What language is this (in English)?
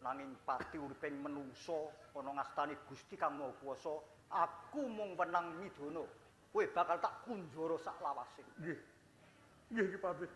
Javanese